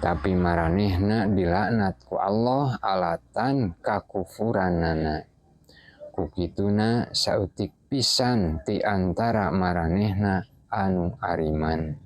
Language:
Sundanese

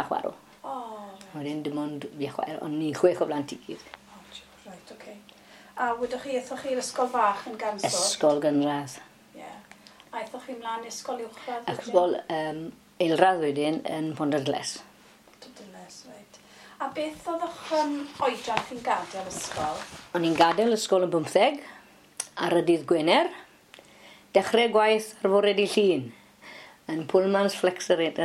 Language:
Welsh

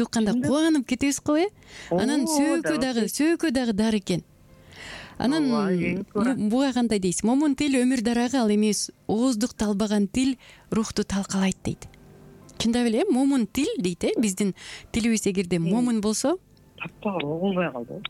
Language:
Kyrgyz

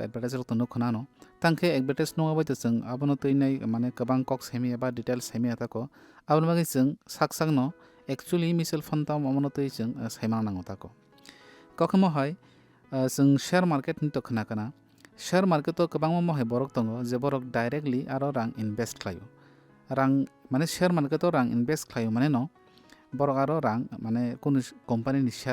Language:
Kok Borok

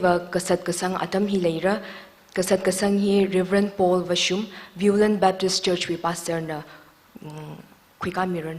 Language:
Tangkhul Naga (India)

